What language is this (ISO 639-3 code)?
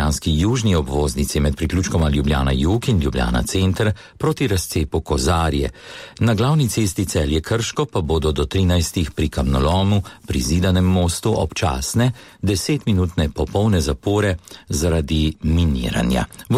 slv